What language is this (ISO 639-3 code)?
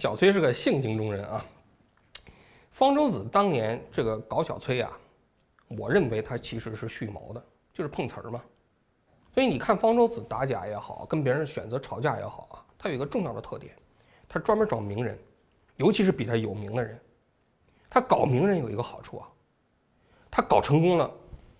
zho